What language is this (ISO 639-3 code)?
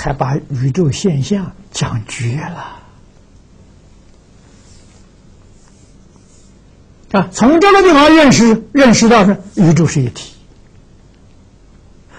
zho